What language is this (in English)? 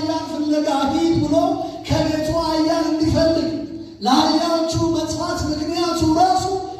Amharic